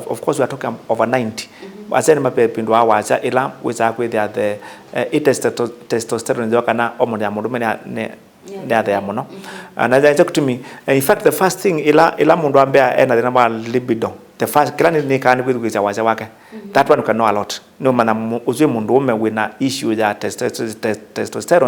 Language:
Kamba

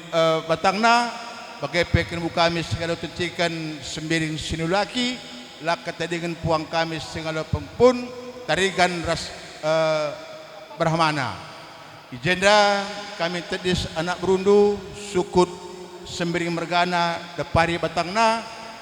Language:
Batak Karo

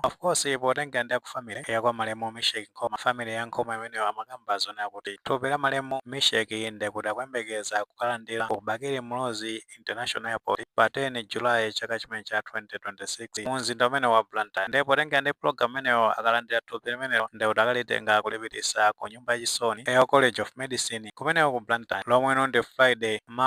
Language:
Nyanja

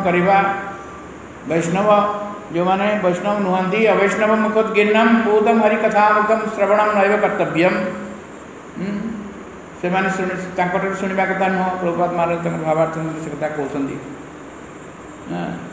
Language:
Odia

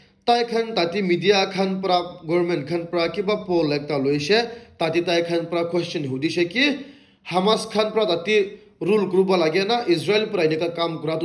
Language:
Naga Pidgin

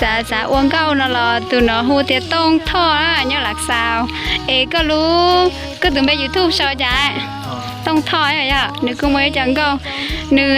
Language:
Hmong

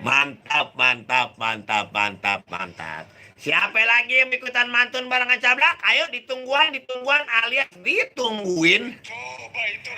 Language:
Betawi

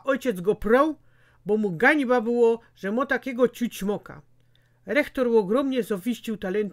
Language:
Silesian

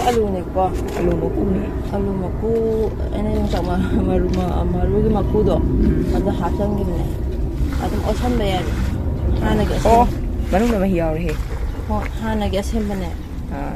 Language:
Manipuri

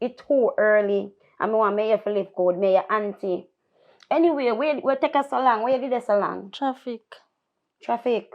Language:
Jamaican Creole English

